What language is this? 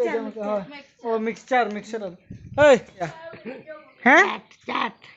Santali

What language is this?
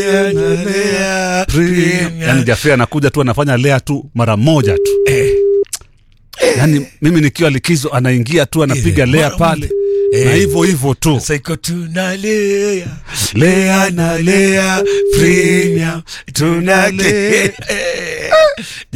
Swahili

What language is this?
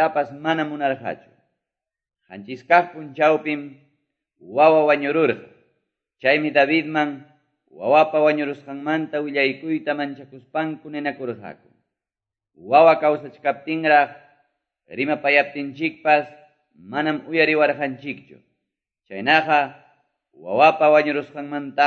Quechua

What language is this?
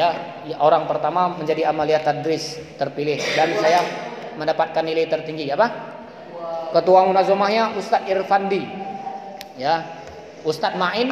Indonesian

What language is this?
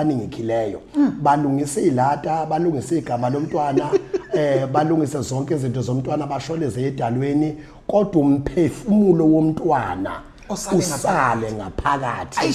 Zulu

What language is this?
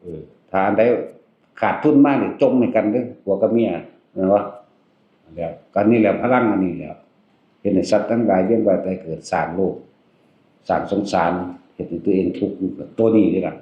Northeastern Thai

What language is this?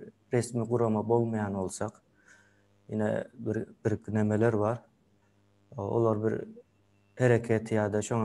Turkmen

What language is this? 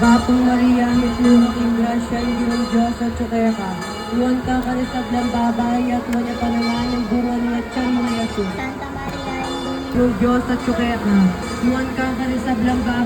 Pampanga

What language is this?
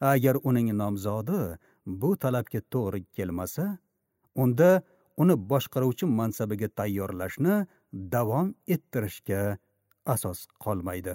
Uzbek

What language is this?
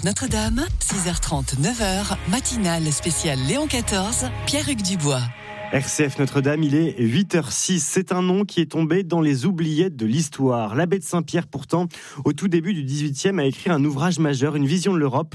French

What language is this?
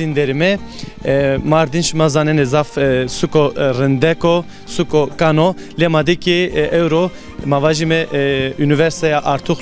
Zaza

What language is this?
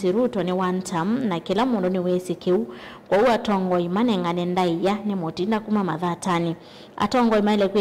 Kamba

